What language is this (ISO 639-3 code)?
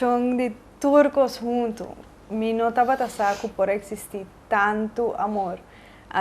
pap